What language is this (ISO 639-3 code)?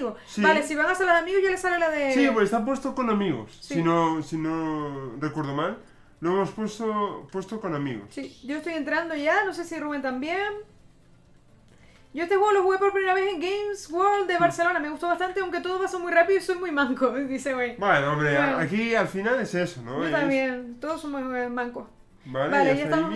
spa